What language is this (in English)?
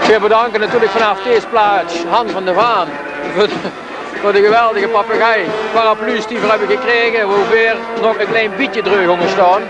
Limburgish